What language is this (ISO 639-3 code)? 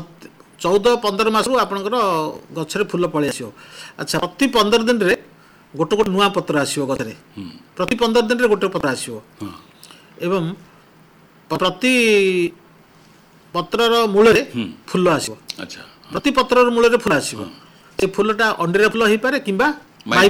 ori